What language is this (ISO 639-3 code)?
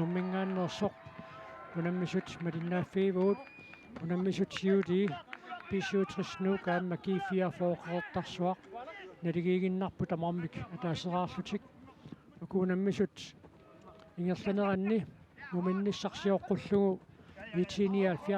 kal